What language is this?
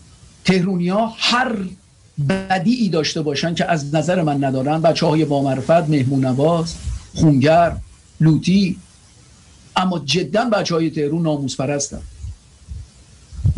Persian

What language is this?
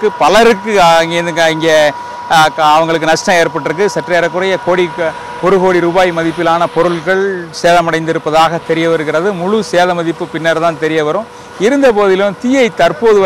Tamil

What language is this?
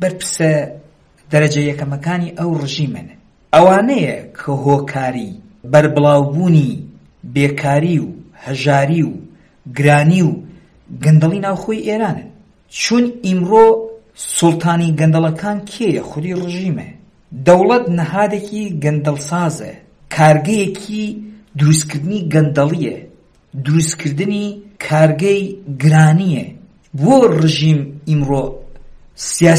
Central Kurdish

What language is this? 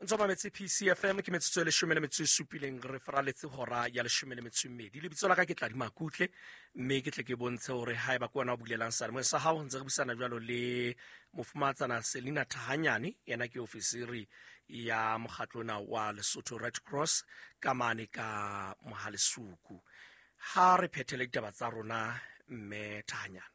Southern Sotho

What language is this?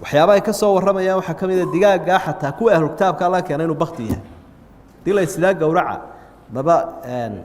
Somali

